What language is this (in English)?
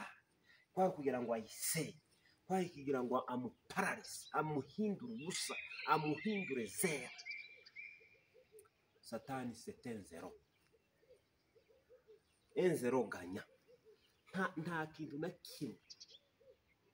Kinyarwanda